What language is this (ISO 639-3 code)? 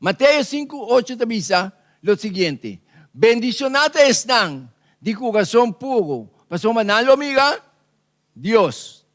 pap